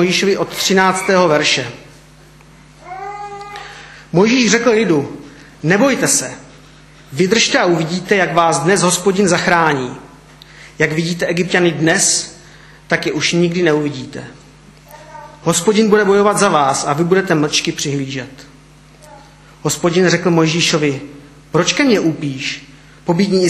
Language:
Czech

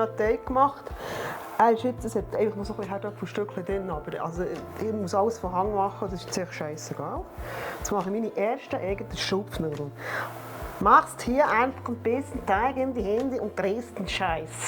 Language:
Swiss German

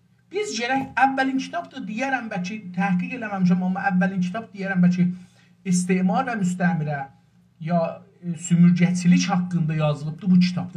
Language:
South Azerbaijani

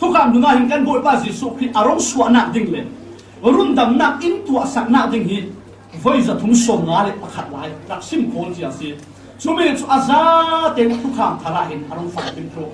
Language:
Falam Chin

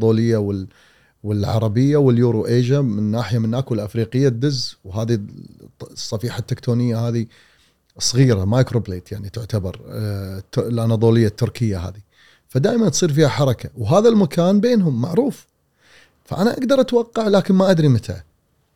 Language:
Gulf Arabic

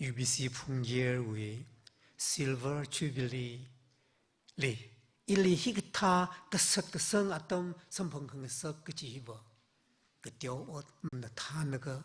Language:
Tangkhul Naga (India)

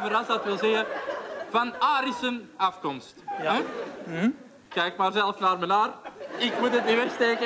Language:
Dutch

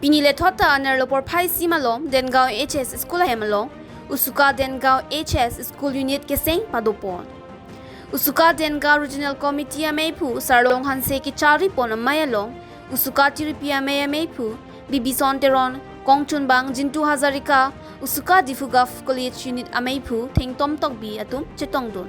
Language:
Karbi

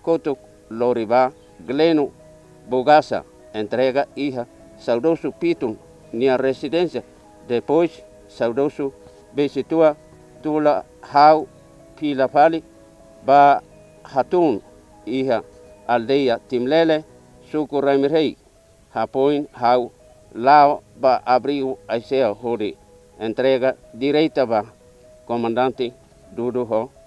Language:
Tetum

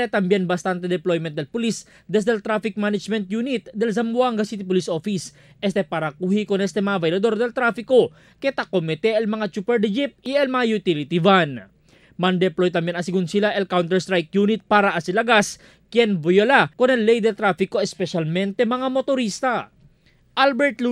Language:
Chavacano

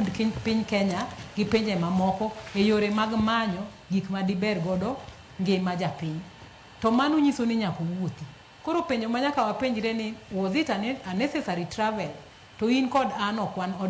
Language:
Luo (Kenya and Tanzania)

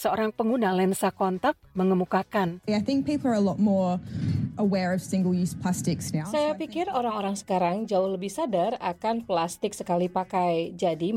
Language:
Indonesian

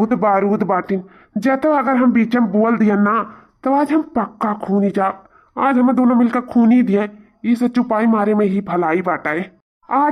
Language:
Awadhi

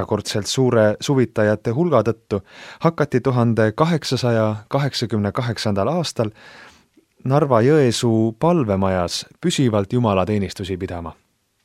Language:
Estonian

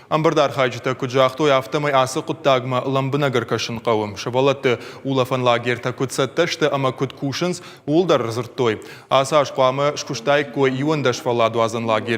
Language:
Ossetic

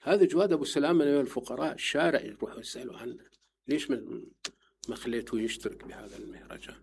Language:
Mesopotamian Arabic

